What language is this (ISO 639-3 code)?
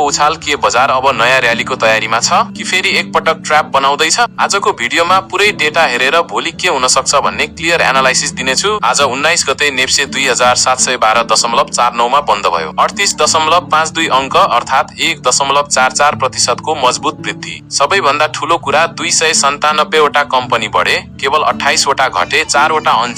nep